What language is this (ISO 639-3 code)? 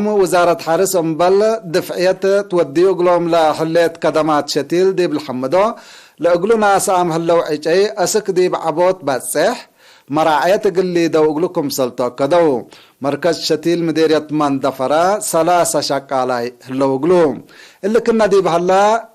tig